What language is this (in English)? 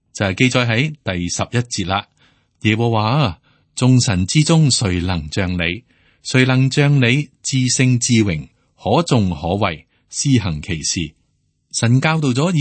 Cantonese